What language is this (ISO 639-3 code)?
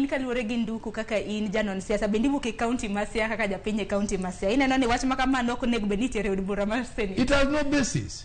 luo